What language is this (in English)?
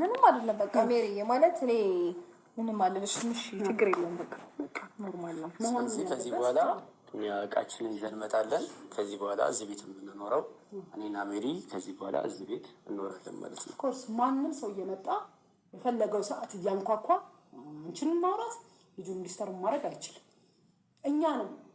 Amharic